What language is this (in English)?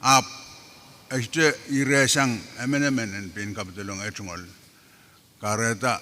Pohnpeian